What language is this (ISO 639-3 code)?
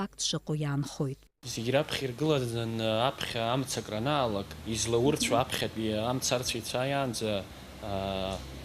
abk